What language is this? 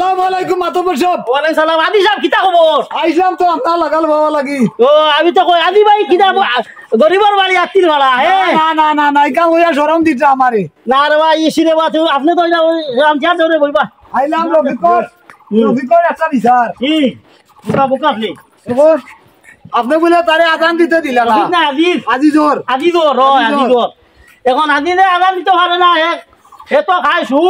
Sylheti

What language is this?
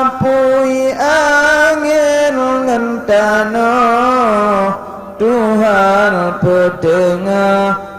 Achinese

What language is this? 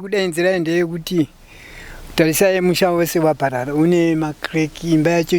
Shona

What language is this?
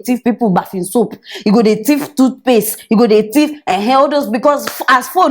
Nigerian Pidgin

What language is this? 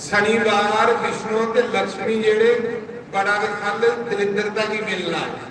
Dogri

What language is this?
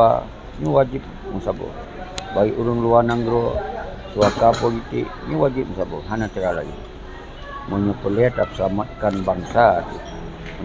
Achinese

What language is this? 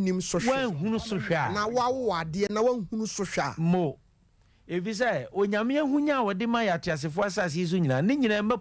Akan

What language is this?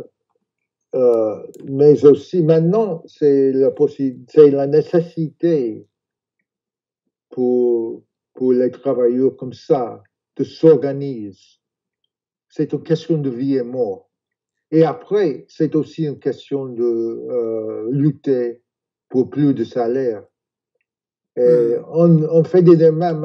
French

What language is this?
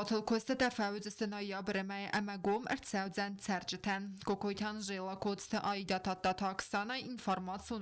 Ossetic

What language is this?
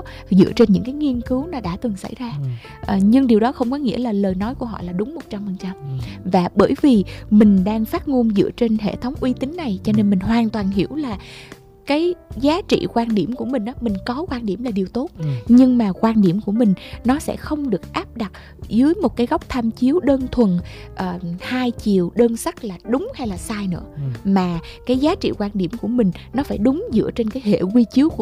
Vietnamese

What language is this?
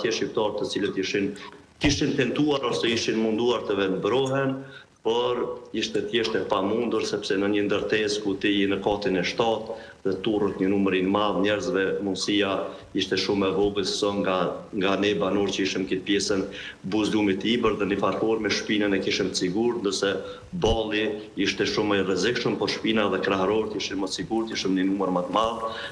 Albanian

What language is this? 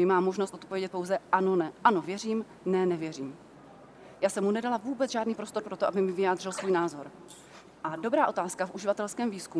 Czech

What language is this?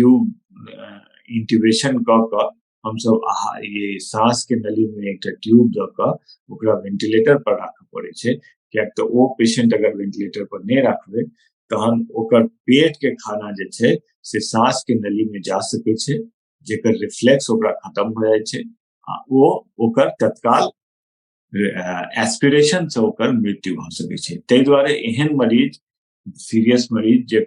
Maithili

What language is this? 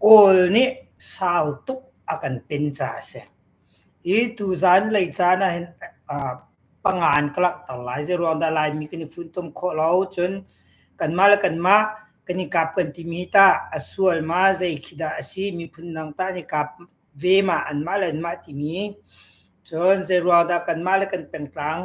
Hakha Chin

